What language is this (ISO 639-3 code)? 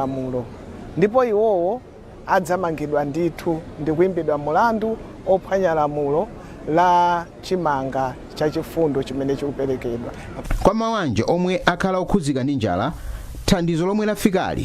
nya